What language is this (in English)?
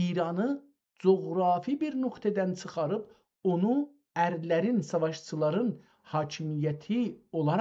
South Azerbaijani